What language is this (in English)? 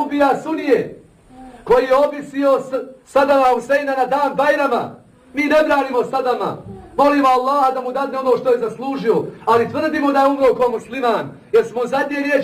Bosnian